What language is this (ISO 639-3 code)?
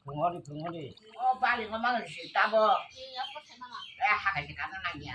trp